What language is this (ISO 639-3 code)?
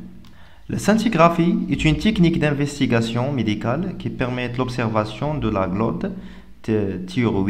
fra